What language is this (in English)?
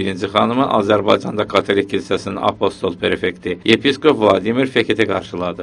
Azerbaijani